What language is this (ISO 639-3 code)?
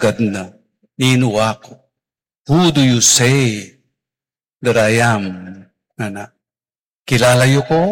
pam